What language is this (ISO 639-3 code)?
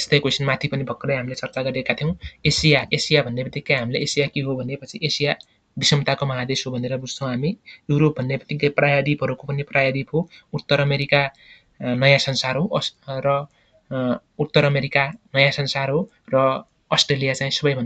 nep